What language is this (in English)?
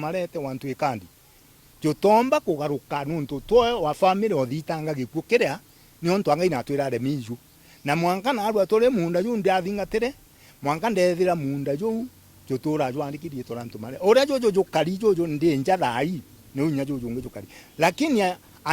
Meru